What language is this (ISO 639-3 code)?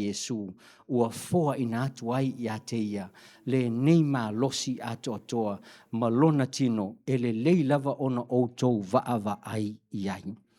smo